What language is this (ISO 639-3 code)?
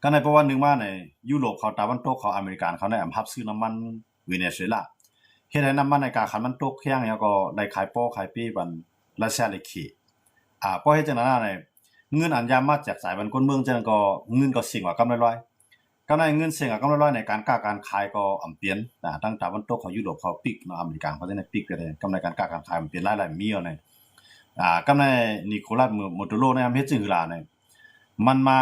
shn